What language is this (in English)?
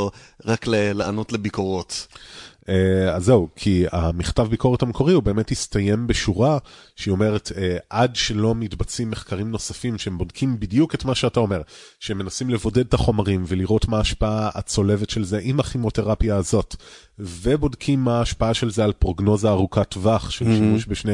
Hebrew